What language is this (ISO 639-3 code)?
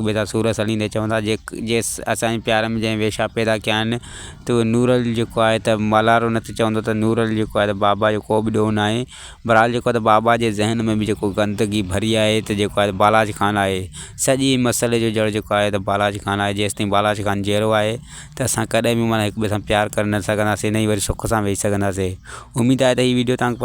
snd